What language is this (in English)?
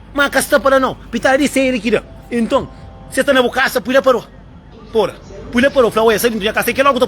Kabuverdianu